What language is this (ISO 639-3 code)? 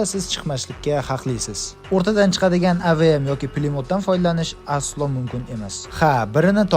uzb